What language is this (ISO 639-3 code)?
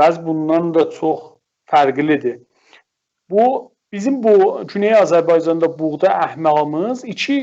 azb